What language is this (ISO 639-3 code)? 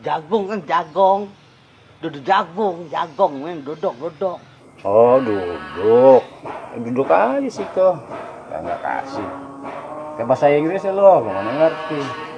bew